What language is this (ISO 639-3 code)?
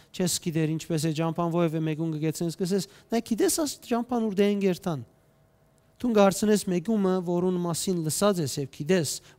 hyw